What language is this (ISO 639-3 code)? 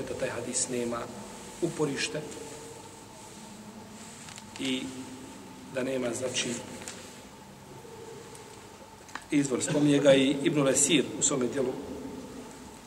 bos